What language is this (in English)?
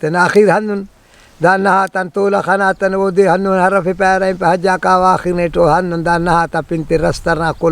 Brahui